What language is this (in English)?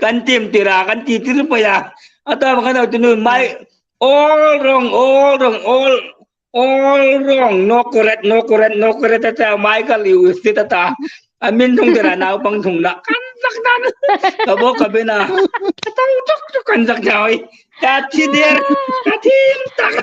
Hmar